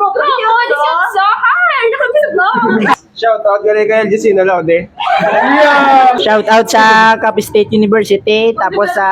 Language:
Hiligaynon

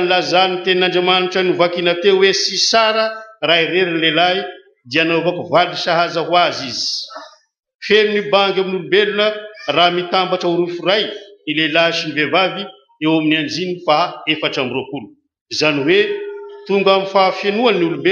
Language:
Malagasy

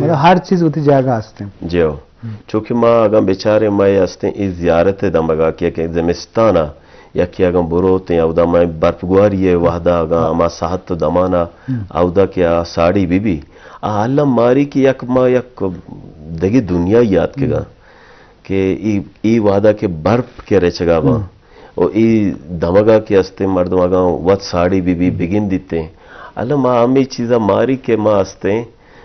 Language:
Eastern Balochi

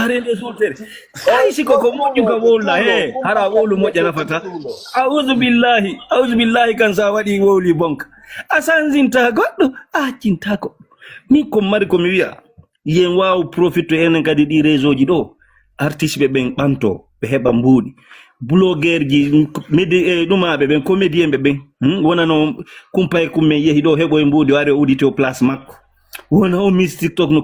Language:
Fula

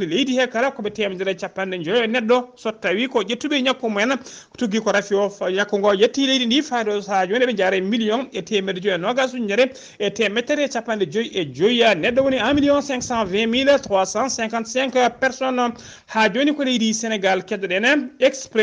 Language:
Fula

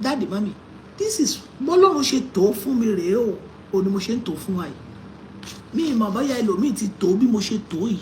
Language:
Yoruba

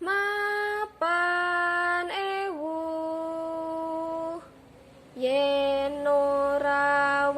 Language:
Javanese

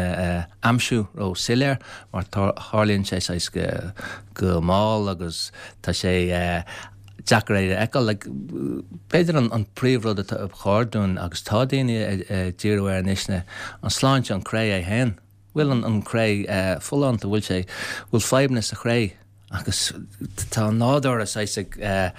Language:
Irish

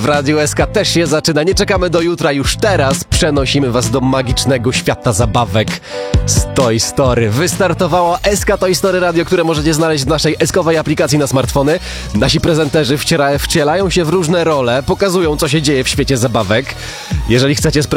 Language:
Polish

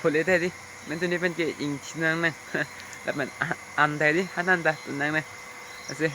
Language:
Karbi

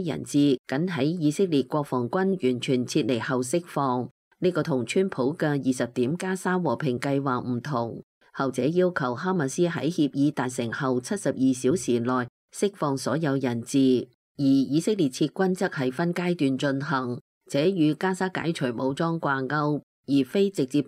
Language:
Cantonese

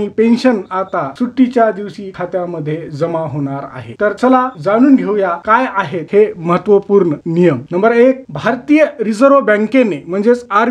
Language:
Marathi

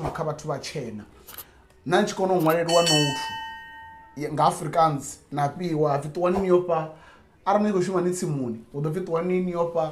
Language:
Venda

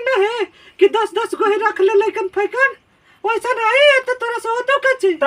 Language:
Magahi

